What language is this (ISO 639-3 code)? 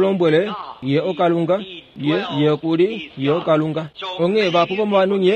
kua